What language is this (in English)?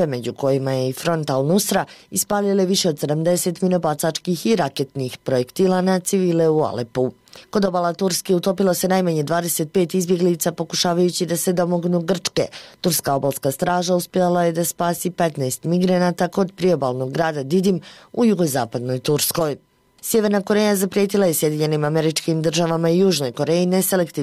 Bosnian